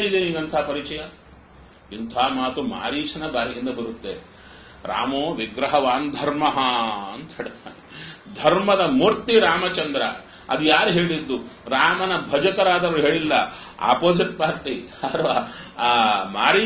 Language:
Kannada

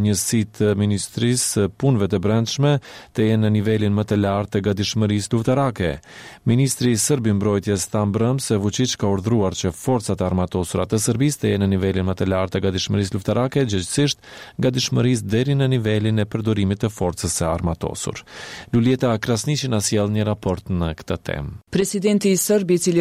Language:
Albanian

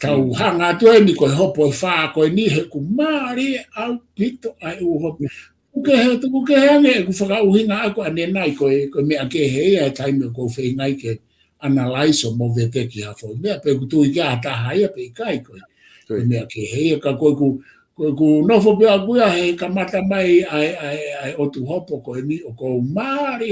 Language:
Tongan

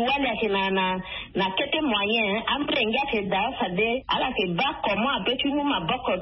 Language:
Sango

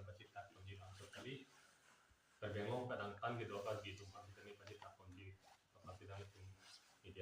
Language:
Karbi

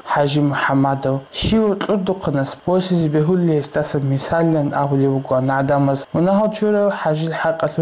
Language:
Avaric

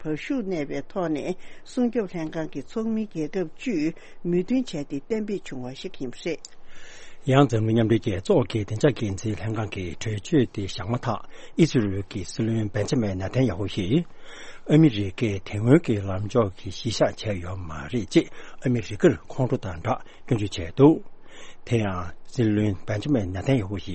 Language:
Tibetan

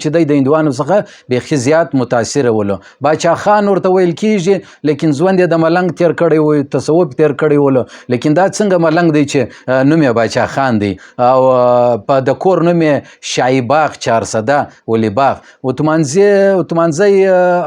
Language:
Pashto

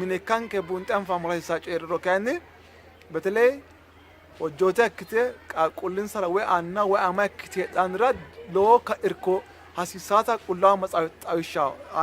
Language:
Sidamo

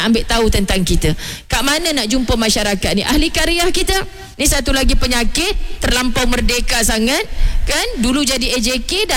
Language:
Malay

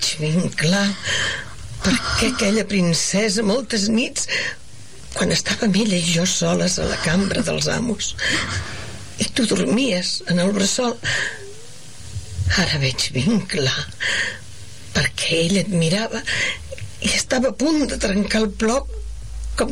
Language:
Catalan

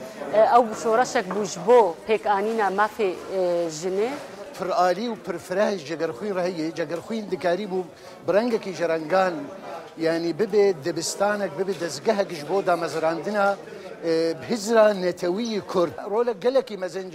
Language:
Kurdish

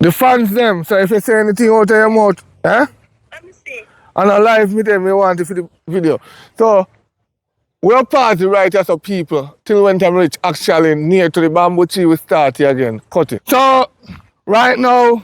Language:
Jamaican Creole English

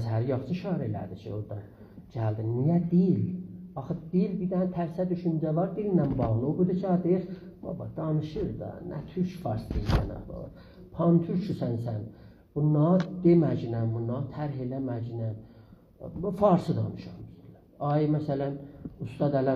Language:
South Azerbaijani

